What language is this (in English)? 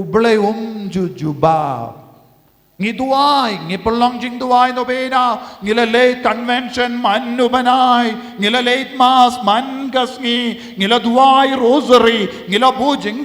Khasi